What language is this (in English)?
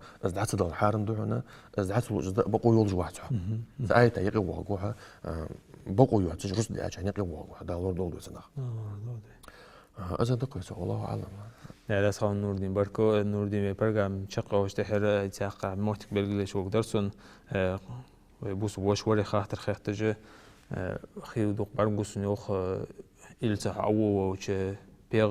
Ingush